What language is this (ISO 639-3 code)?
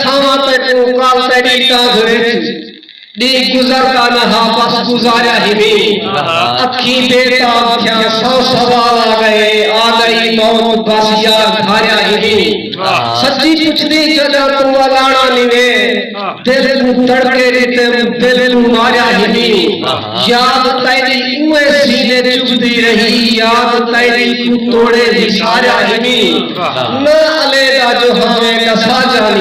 skr